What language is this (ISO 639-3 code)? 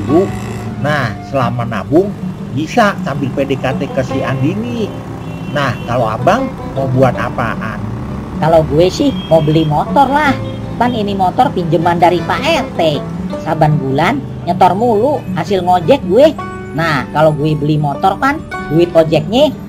bew